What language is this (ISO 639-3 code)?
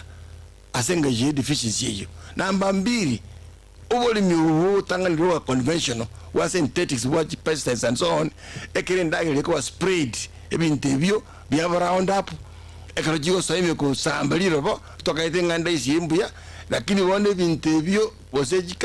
guz